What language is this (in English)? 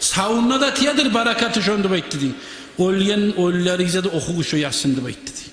Kumyk